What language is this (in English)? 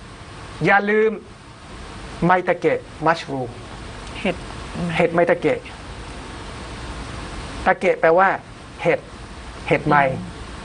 Thai